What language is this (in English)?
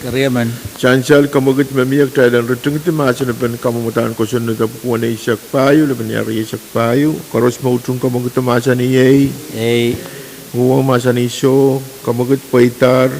Pohnpeian